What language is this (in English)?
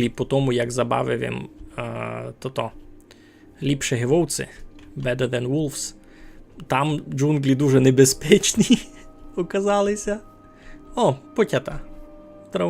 Rusyn